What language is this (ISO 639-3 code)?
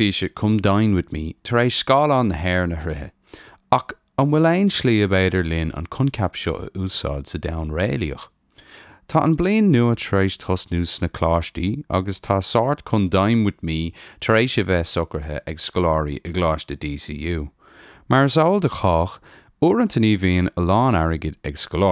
gle